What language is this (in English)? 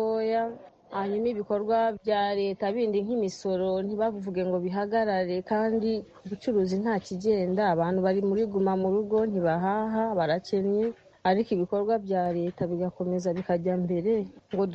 Kinyarwanda